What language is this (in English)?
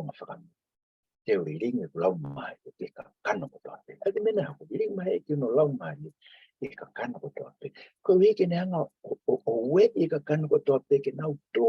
Tongan